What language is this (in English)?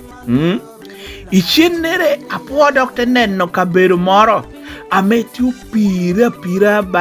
Lango (Uganda)